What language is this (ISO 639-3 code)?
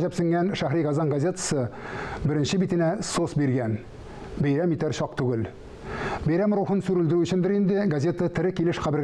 tat